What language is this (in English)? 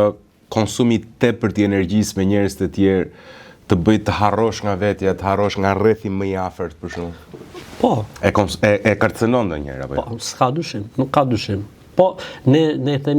Albanian